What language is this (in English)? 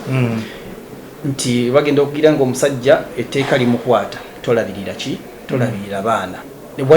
Ganda